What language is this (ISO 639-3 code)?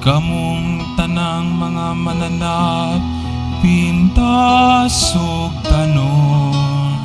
ceb